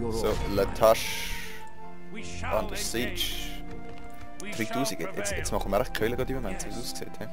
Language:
Swiss German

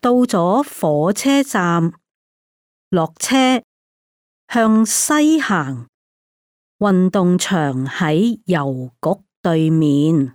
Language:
Cantonese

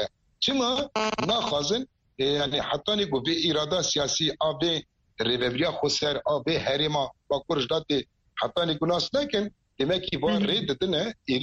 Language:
Kurdish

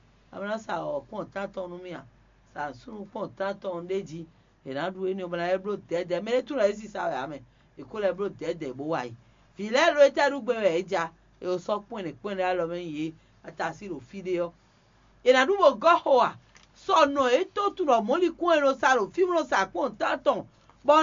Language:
Fon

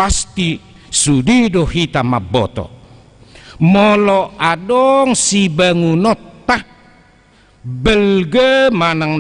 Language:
Batak Toba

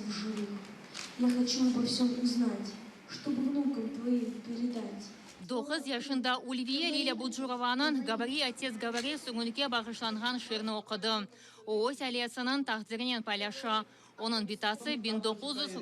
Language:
Crimean Tatar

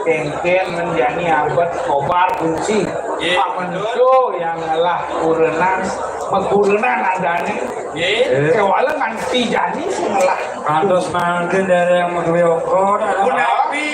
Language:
Balinese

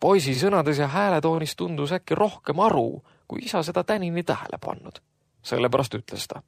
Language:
Estonian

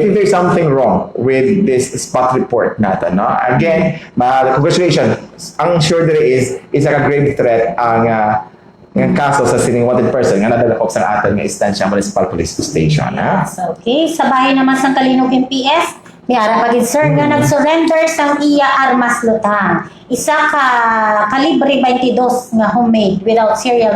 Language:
Hiligaynon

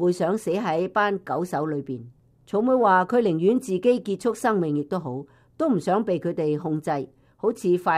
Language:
Cantonese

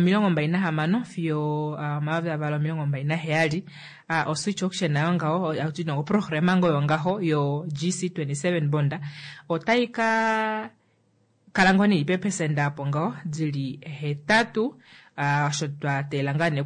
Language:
Kuanyama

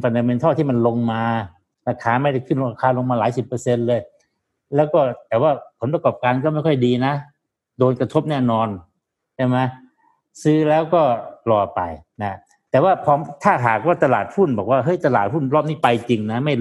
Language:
Thai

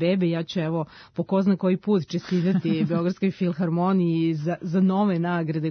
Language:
Serbian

